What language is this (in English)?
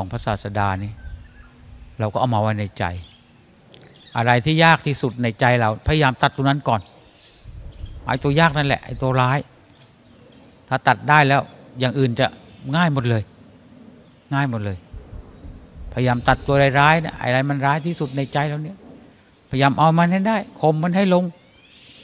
Thai